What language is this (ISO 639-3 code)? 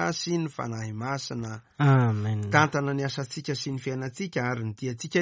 mlg